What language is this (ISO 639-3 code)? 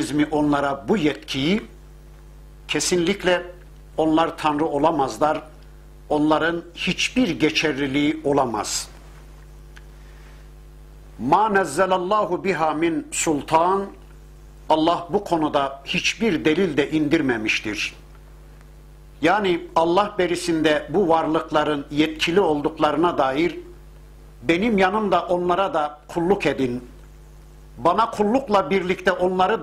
tur